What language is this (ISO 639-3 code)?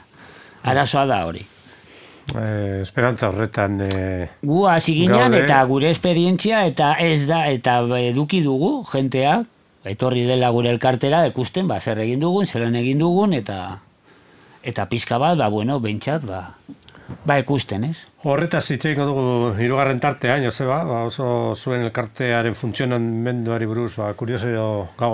eus